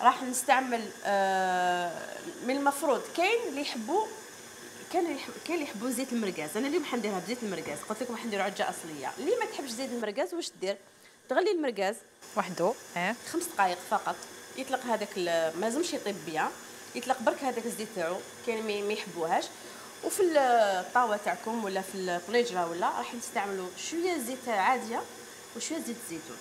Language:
Algerian Arabic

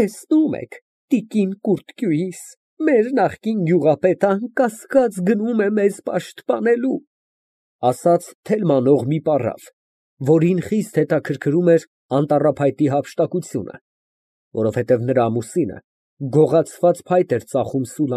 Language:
Armenian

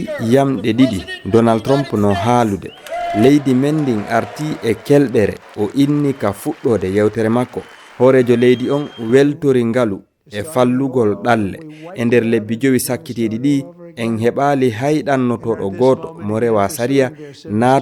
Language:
Fula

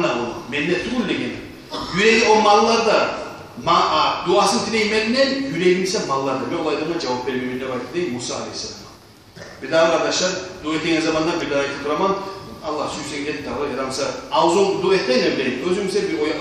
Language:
Kumyk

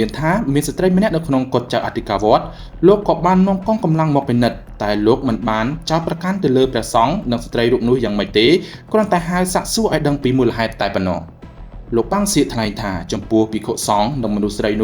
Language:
Khmer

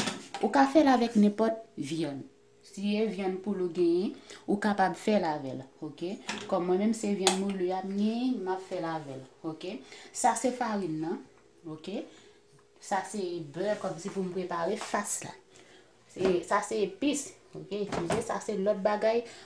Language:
Haitian Creole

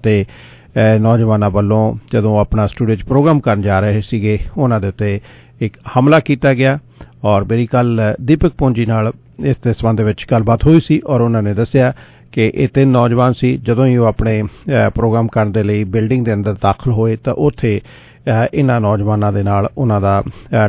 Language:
Punjabi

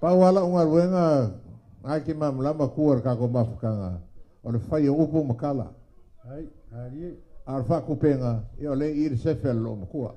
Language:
Samoan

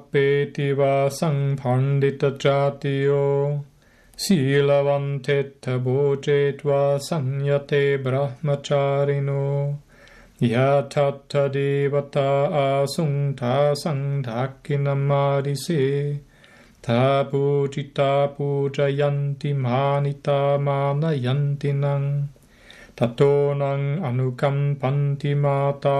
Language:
Pali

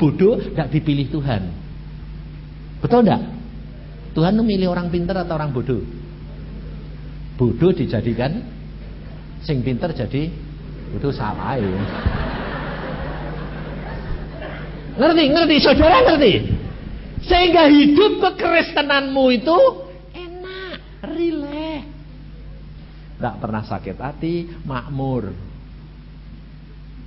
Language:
Indonesian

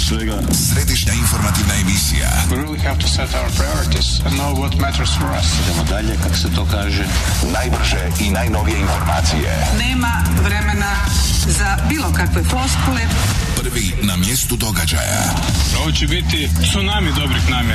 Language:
Croatian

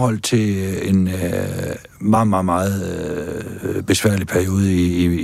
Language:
Danish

